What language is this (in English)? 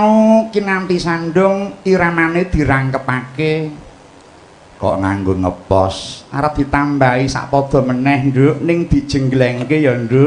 Javanese